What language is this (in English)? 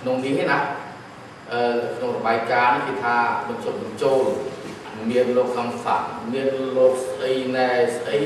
Khmer